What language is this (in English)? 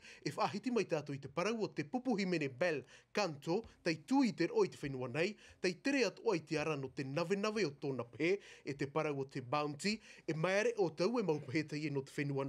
Tahitian